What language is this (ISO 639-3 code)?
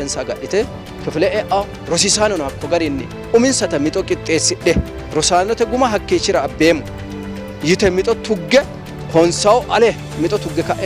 sid